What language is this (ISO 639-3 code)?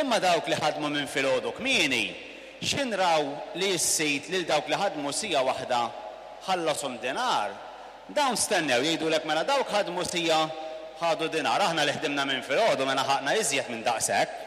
mlt